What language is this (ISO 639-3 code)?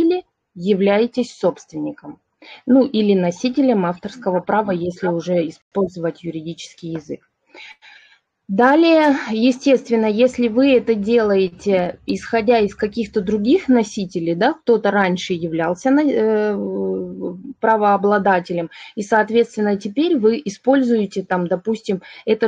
rus